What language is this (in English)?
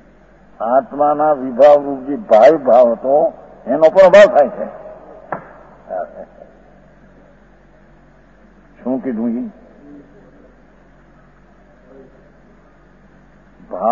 Gujarati